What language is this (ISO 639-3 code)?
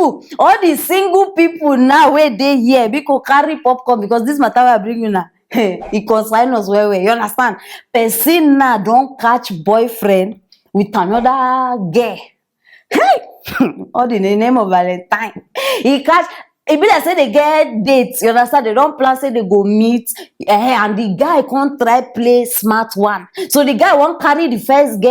pcm